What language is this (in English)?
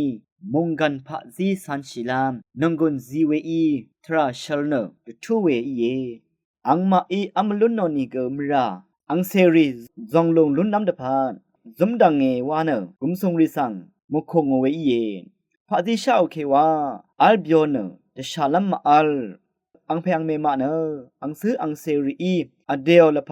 Rawang